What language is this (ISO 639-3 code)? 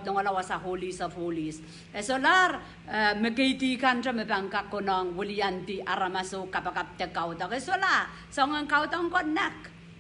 pon